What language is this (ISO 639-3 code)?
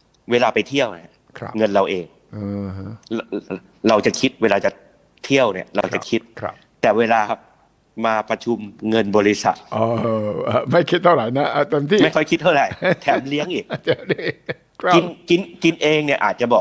tha